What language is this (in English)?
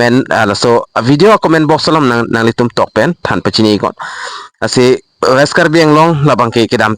Karbi